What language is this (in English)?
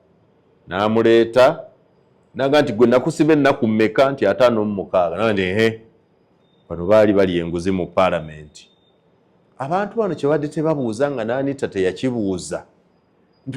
Ganda